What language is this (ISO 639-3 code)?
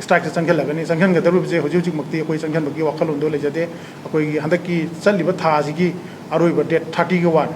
mni